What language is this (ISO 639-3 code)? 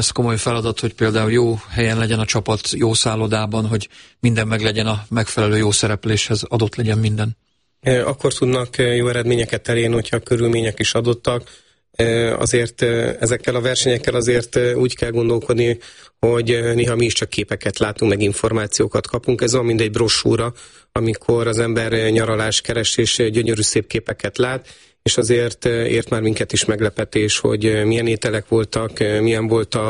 hun